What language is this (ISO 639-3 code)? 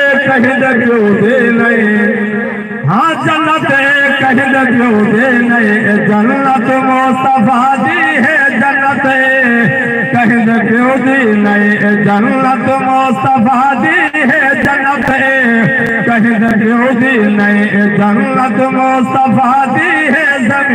skr